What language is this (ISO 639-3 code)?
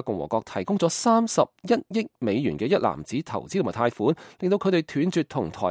yue